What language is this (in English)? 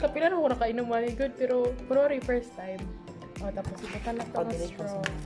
Cebuano